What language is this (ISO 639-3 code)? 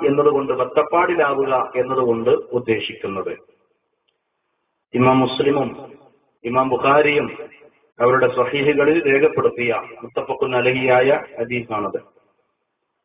mal